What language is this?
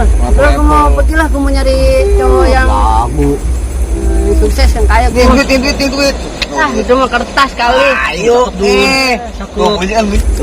Betawi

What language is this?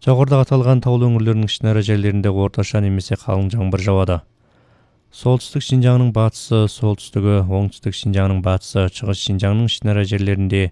Kyrgyz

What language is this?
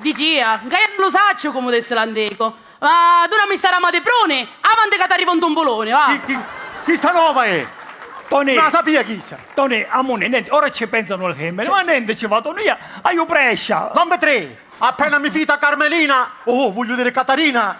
Sicilian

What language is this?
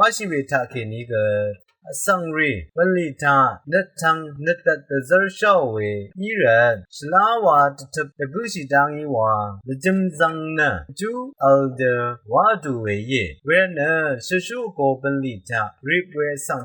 Rawang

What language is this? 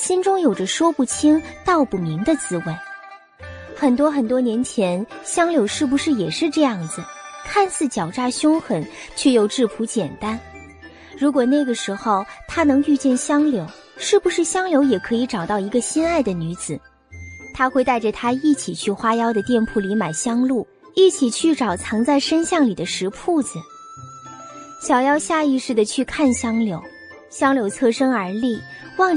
Chinese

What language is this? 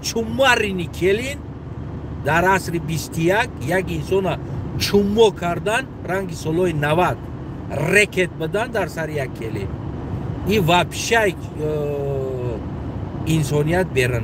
Tajik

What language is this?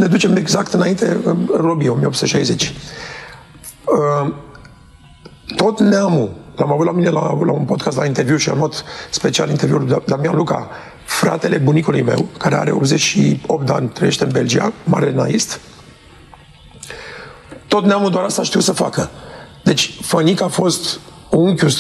Romanian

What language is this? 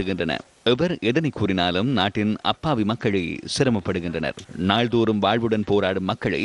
Tamil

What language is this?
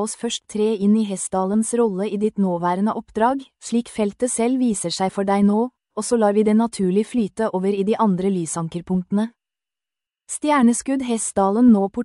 Norwegian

